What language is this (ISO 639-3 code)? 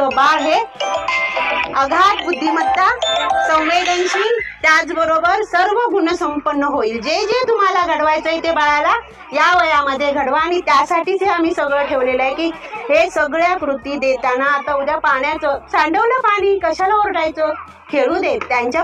mar